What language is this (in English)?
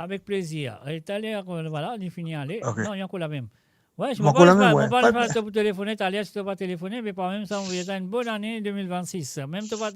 Morisyen